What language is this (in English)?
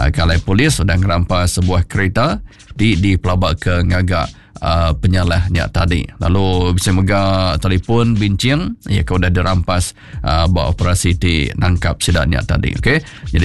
Iban